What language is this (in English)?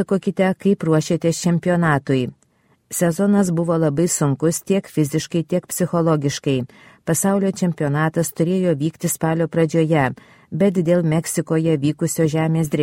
Lithuanian